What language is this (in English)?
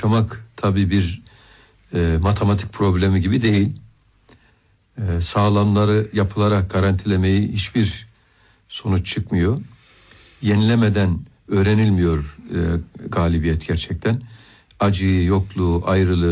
Turkish